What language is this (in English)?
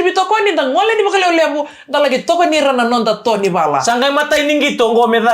Fijian